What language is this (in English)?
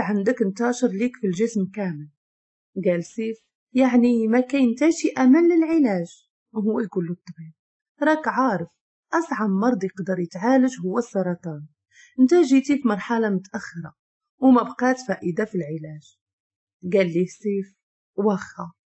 Moroccan Arabic